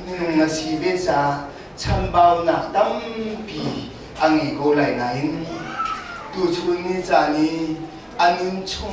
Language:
Hakha Chin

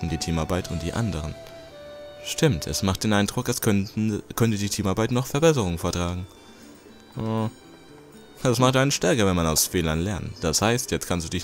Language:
German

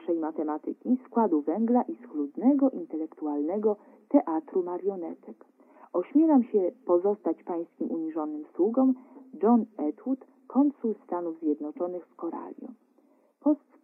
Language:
Polish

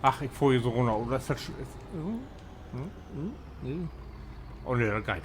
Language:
Low German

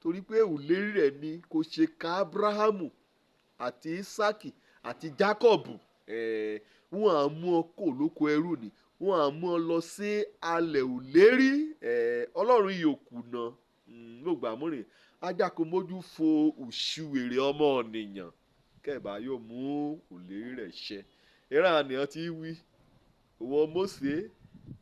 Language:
Yoruba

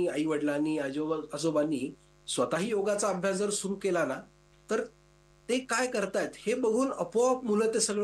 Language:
Marathi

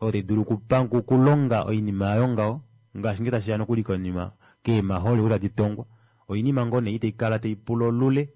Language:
Kuanyama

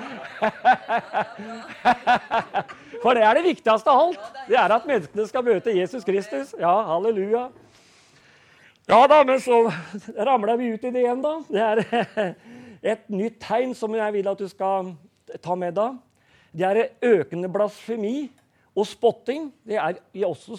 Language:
Norwegian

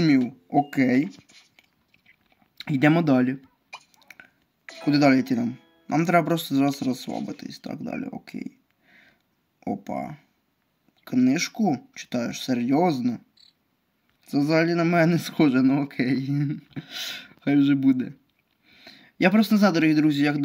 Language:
Ukrainian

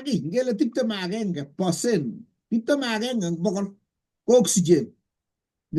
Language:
Kalenjin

